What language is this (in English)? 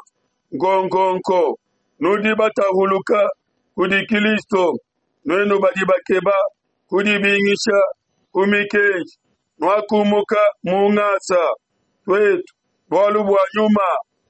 Luba-Lulua